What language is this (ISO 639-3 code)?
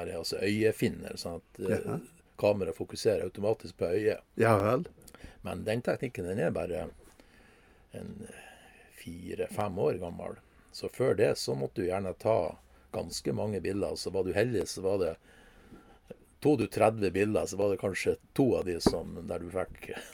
nor